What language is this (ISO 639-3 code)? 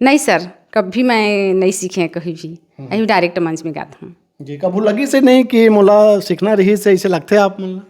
hne